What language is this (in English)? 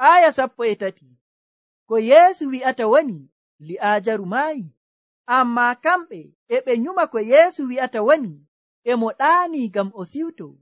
Nigerian Fulfulde